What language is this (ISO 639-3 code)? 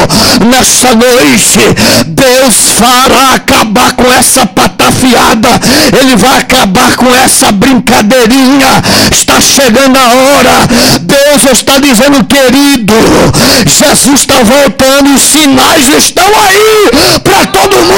por